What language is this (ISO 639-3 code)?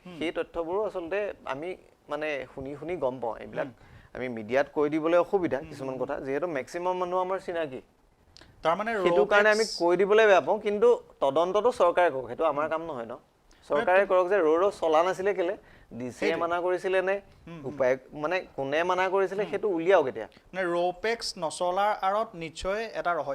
asm